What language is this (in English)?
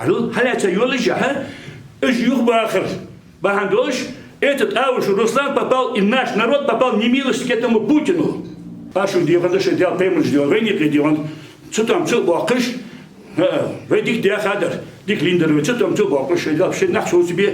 Ingush